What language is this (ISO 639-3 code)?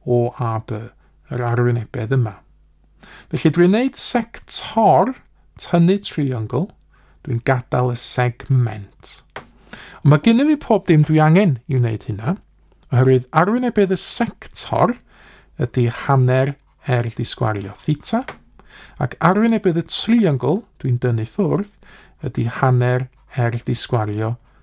cym